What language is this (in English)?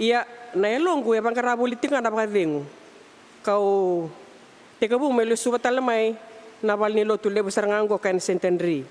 Fijian